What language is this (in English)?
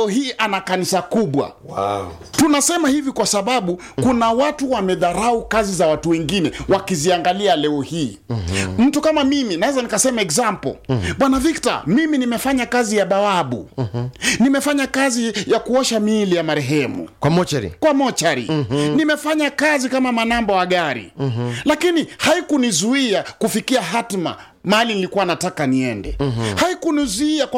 Swahili